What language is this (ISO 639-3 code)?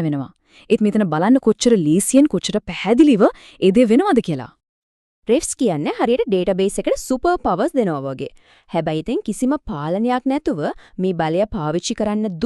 sin